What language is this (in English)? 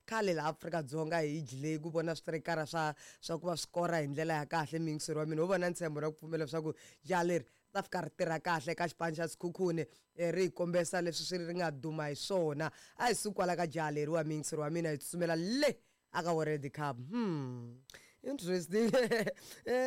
Tsonga